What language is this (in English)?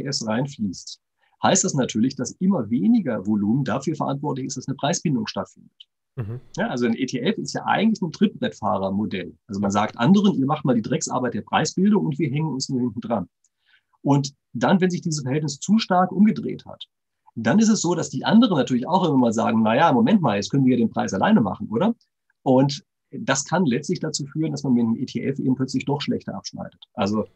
German